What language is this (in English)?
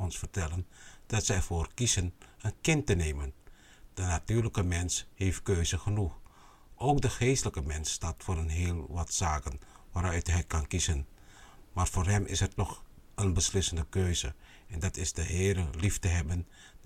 Dutch